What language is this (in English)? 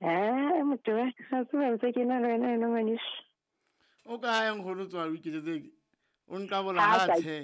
Southern Sotho